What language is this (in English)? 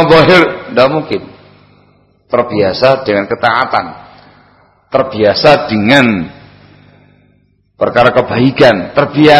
Indonesian